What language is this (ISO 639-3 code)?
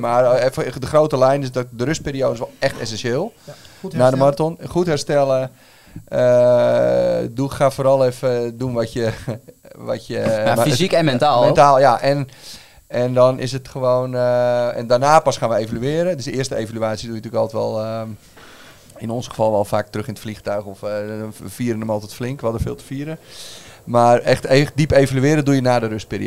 nld